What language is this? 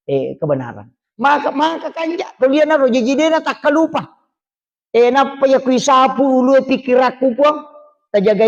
Buginese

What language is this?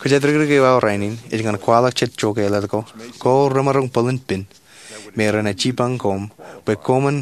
Marshallese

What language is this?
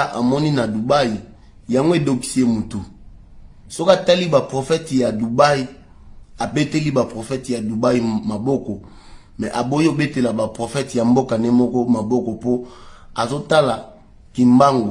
Lingala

